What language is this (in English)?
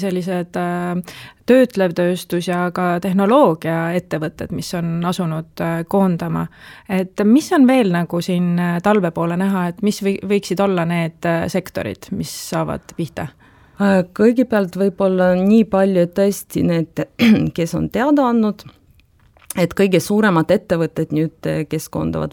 Estonian